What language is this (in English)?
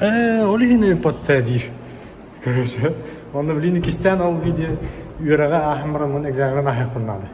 Yakut